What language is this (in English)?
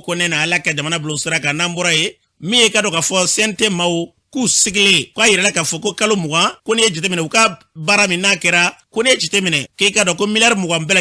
Bambara